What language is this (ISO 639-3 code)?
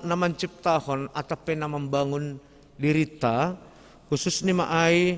bts